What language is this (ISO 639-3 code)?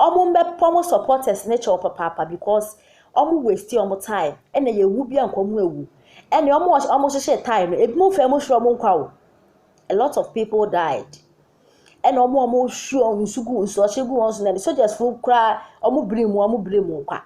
aka